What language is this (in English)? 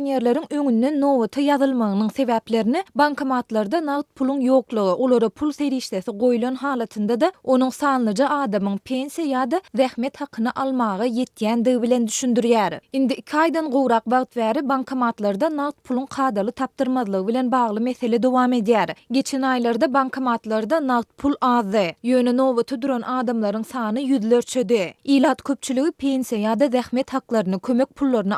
Turkmen